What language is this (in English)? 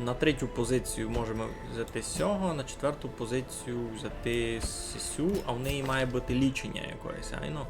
Rusyn